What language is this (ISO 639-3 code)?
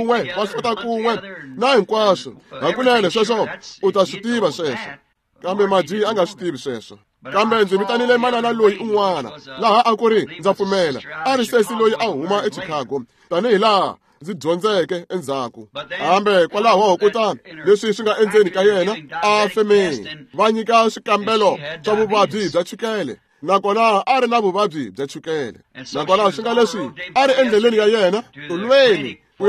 tso